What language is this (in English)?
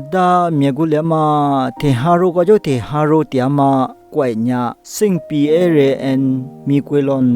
Lisu